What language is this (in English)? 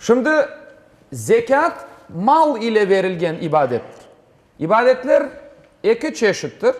Crimean Tatar